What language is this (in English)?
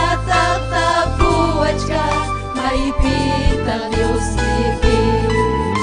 Ayacucho Quechua